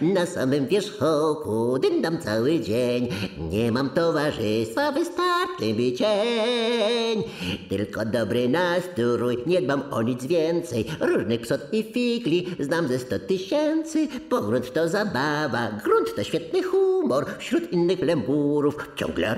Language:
Polish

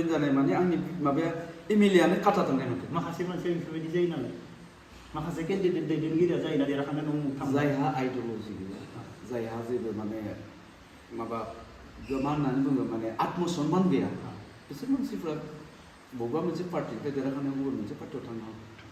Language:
Bodo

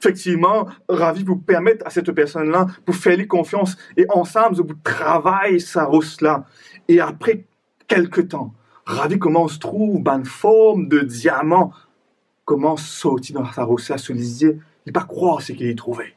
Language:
Morisyen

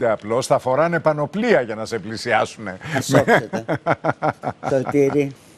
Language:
Greek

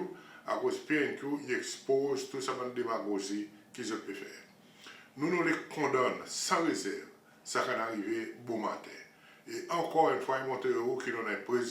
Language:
Seselwa Creole French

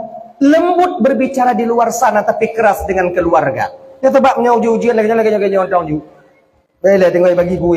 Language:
Achinese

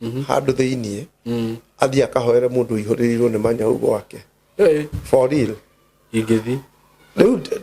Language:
Kikuyu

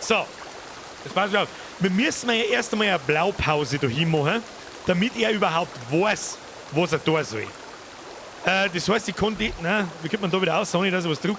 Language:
Bavarian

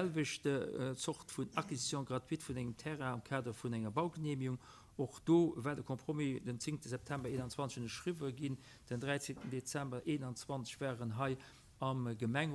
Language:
Luxembourgish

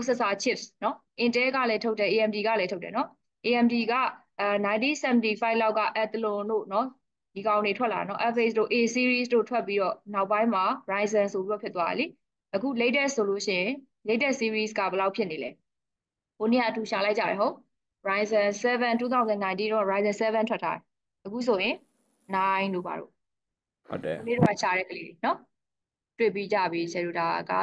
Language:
Burmese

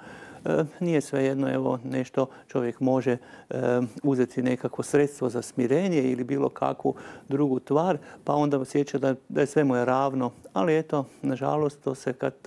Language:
Croatian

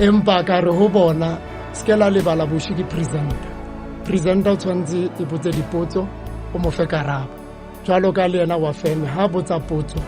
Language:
Southern Sotho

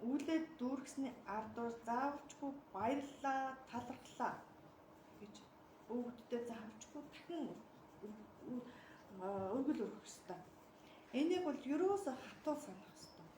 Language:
Mongolian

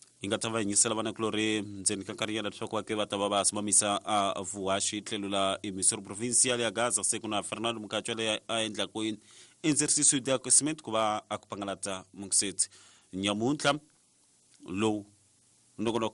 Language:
Tsonga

